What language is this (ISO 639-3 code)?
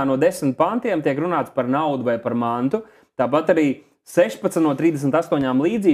lav